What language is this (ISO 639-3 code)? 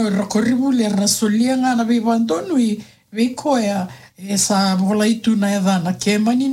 fij